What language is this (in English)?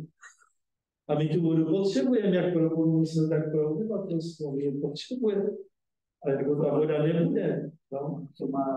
Czech